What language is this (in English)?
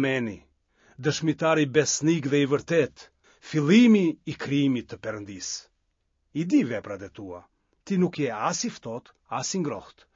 Albanian